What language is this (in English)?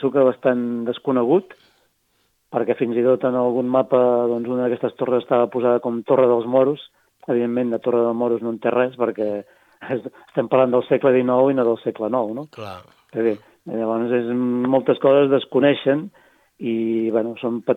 Catalan